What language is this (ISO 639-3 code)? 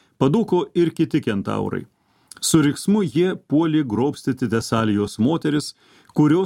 lit